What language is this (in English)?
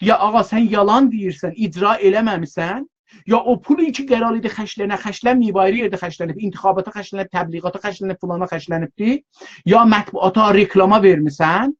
South Azerbaijani